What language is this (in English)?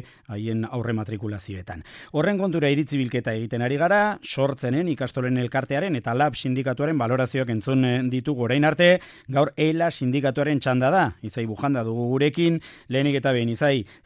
Basque